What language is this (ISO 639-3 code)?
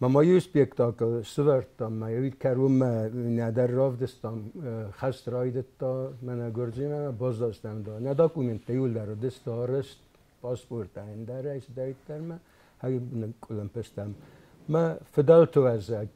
oss